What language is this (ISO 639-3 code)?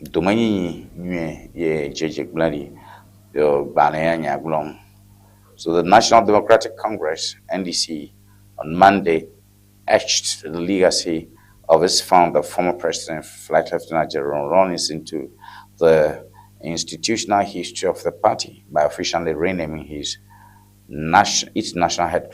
ewe